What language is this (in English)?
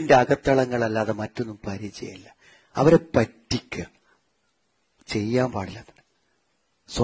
Malayalam